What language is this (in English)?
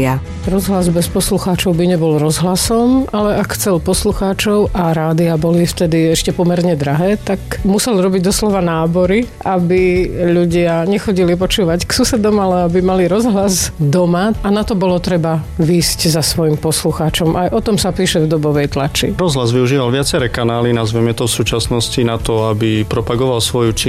Slovak